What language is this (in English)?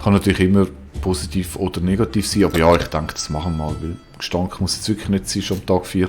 Swiss German